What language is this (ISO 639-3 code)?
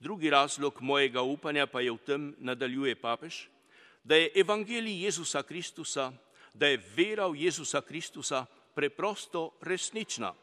slv